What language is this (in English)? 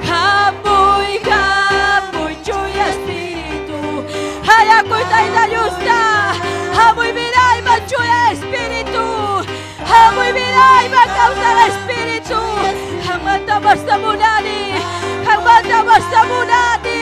Ayacucho Quechua